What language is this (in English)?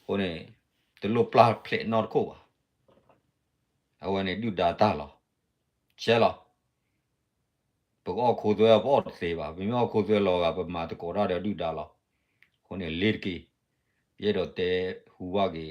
S'gaw Karen